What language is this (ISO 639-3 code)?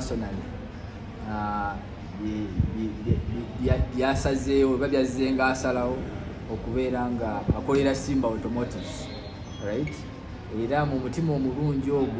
lug